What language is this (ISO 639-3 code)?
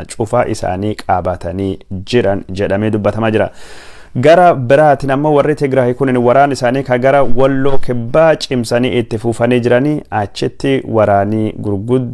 orm